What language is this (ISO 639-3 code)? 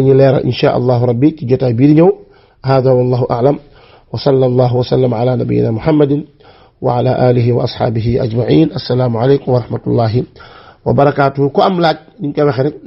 wol